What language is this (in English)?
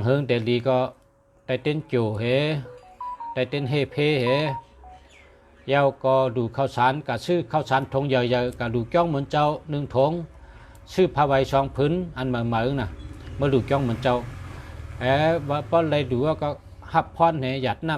Shan